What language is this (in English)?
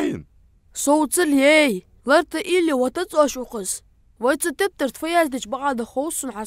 Ingush